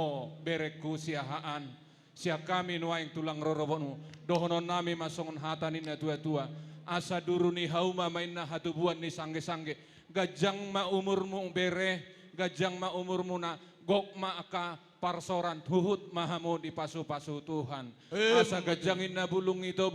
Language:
Batak Toba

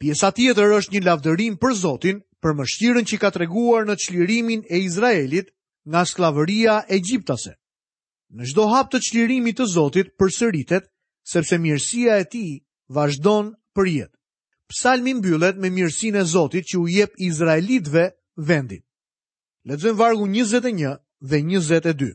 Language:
Albanian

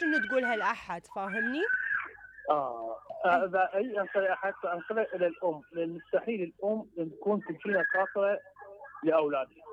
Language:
Mesopotamian Arabic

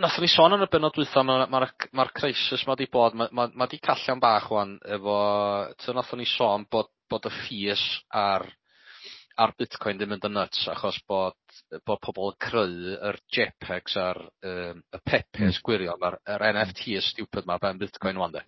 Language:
Welsh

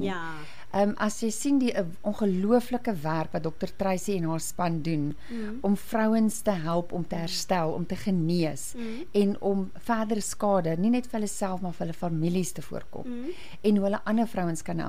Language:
Afrikaans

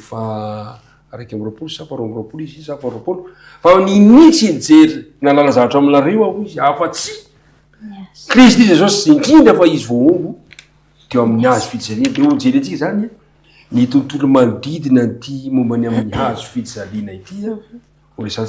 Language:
Malagasy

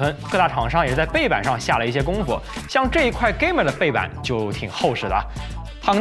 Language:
Chinese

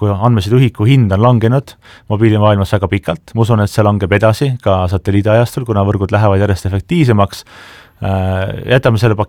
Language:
Estonian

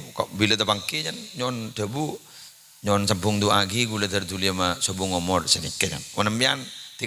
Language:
Madurese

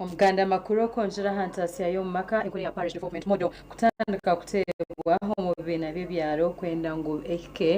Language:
Nyankole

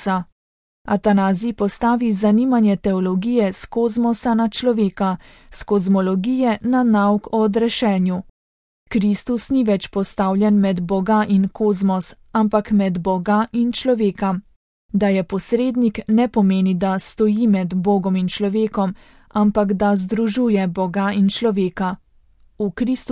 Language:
Slovenian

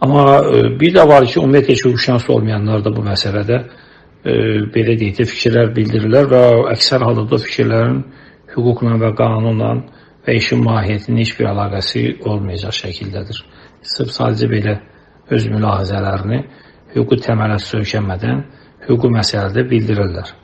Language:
Azerbaijani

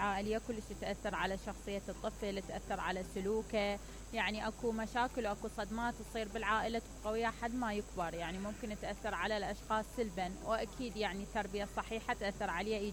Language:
Mesopotamian Arabic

